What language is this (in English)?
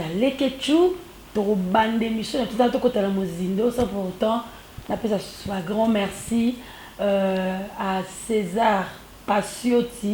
Lingala